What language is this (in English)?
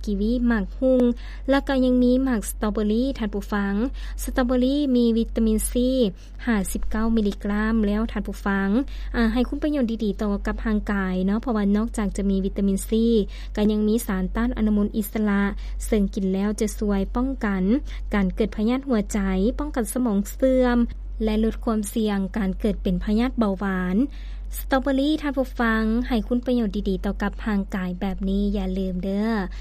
Lao